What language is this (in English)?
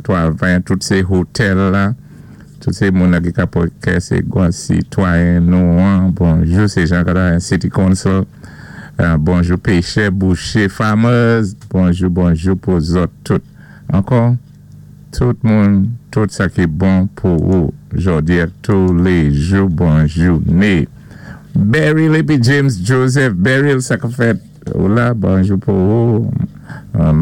Saint Lucian Creole French